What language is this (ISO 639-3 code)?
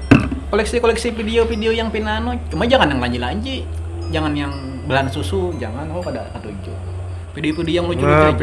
bjn